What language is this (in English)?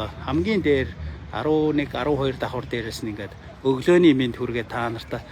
Mongolian